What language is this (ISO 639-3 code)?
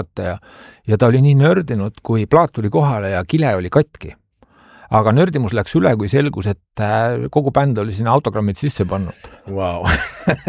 est